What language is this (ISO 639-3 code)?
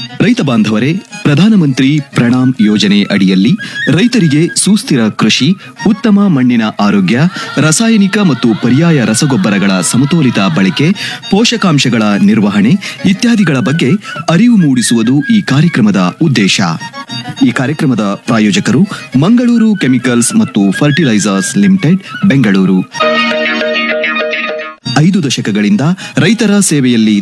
kan